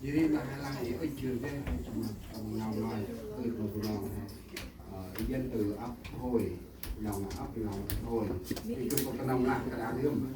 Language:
Central Mnong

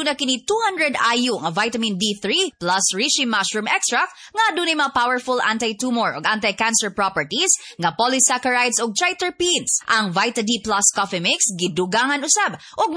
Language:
Cebuano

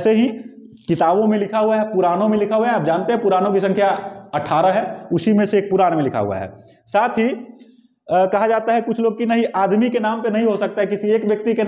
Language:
Hindi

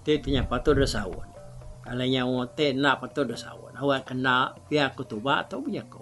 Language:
Iban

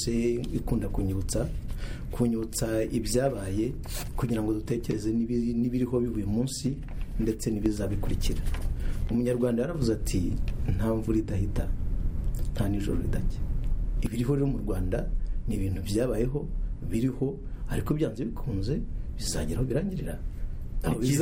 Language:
Kinyarwanda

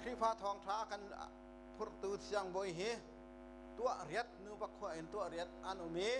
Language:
Hakha Chin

